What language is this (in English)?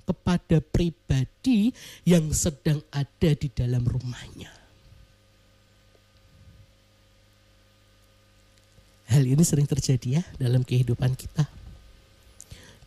Indonesian